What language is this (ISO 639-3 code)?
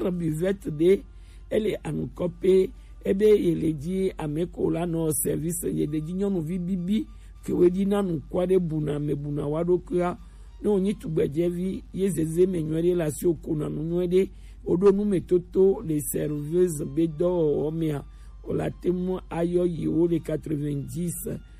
gej